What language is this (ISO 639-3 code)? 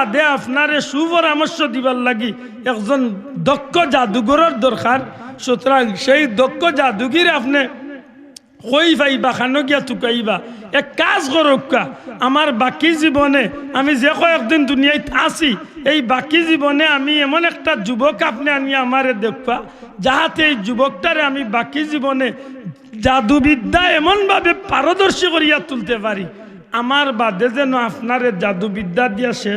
syl